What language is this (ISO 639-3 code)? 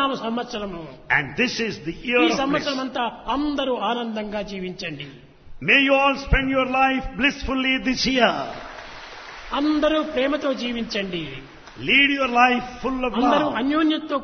tel